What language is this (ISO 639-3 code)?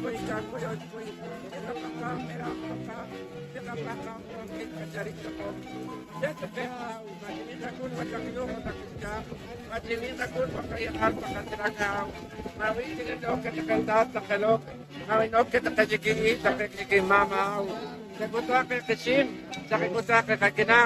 poh